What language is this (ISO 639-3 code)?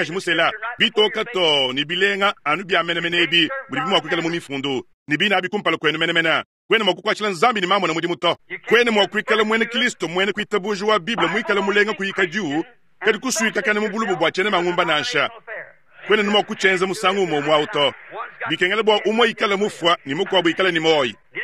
lua